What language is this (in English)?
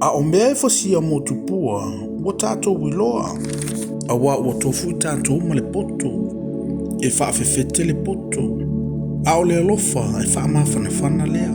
Samoan